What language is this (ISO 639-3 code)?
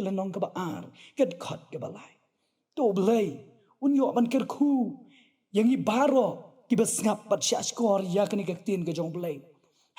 kha